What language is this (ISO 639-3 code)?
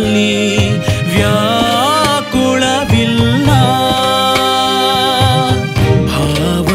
kan